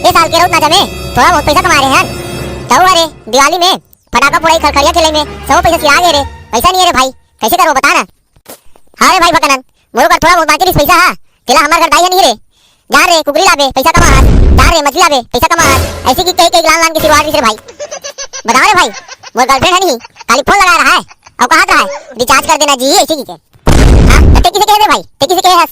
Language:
Chhattisgarhi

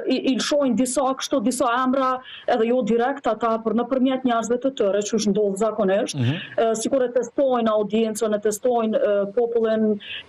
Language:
Albanian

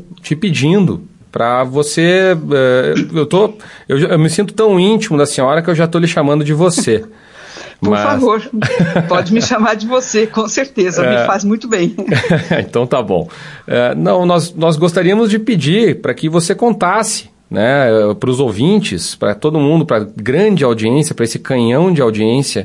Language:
Portuguese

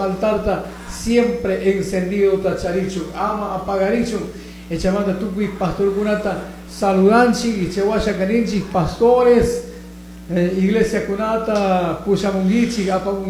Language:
Chimborazo Highland Quichua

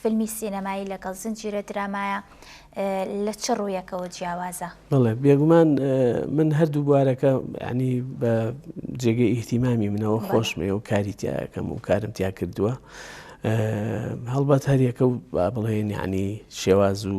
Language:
Central Kurdish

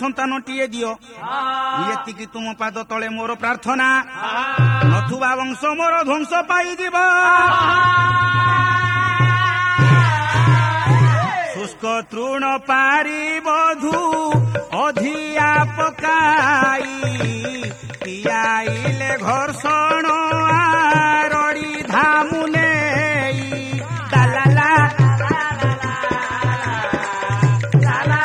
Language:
Odia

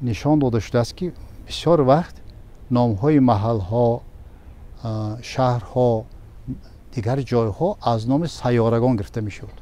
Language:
Tajik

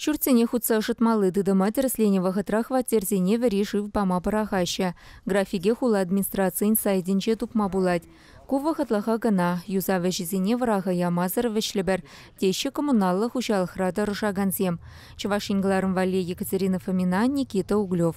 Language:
Chuvash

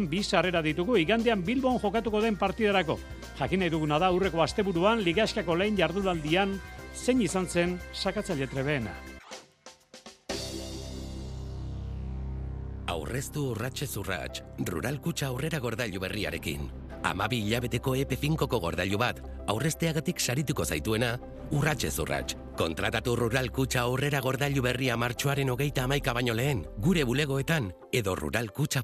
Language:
Basque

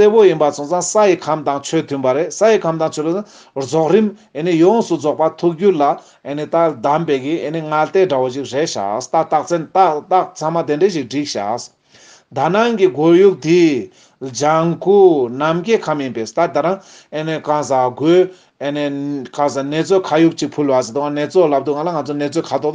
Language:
Tibetan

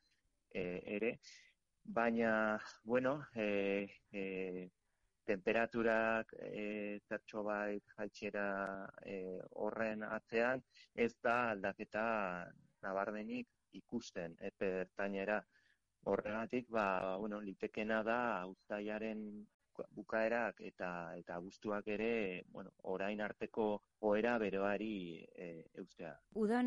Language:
Basque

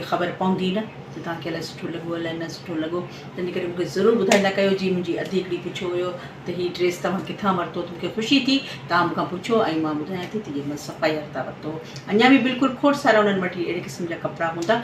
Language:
Sindhi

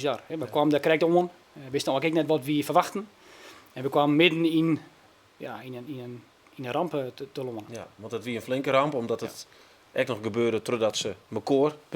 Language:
Western Frisian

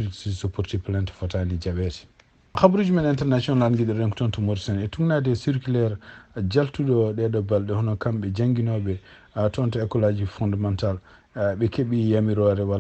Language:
Fula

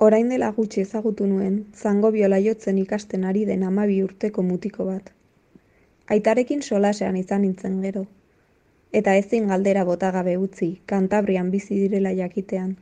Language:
Basque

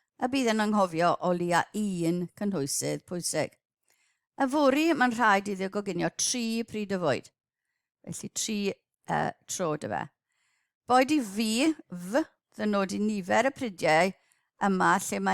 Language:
Welsh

